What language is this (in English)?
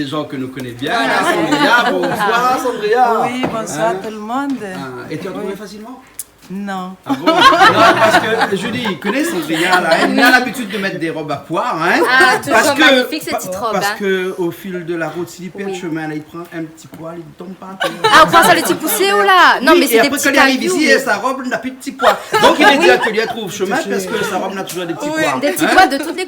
Réunion Creole French